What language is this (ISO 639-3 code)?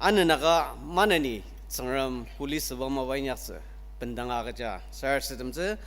njo